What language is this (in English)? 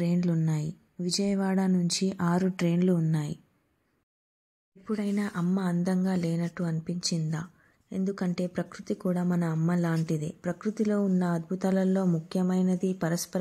Telugu